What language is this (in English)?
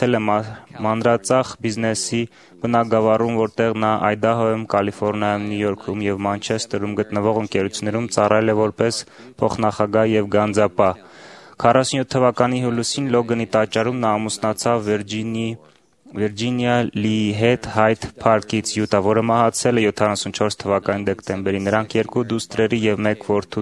Armenian